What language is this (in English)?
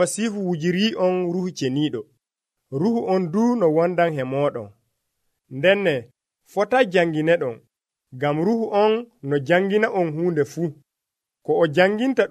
Nigerian Fulfulde